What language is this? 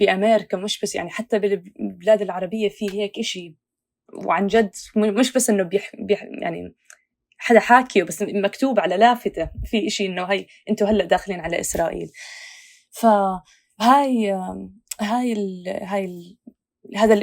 North Levantine Arabic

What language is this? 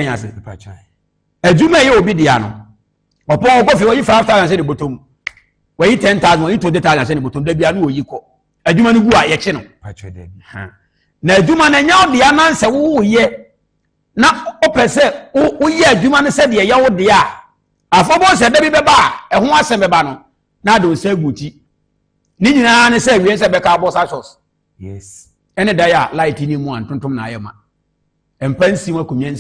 Akan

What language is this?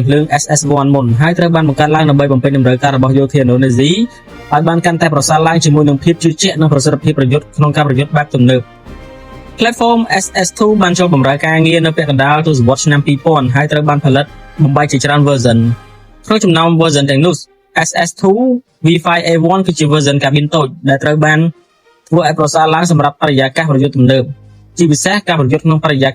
Khmer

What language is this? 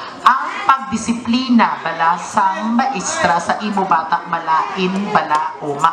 Hiligaynon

